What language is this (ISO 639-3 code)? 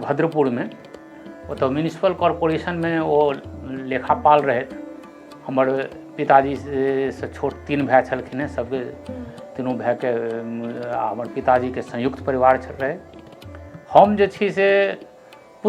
mai